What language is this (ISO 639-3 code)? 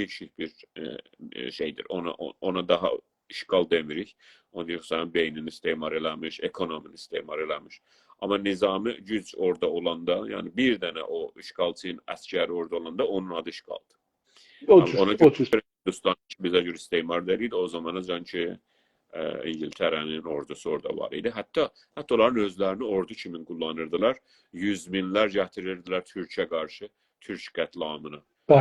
azb